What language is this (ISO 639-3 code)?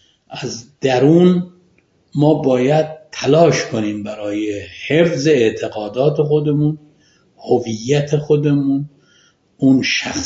fas